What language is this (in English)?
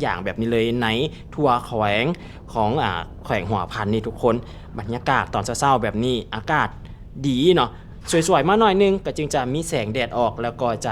Lao